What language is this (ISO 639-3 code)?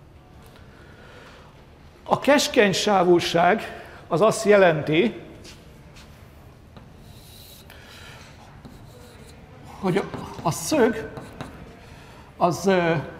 hun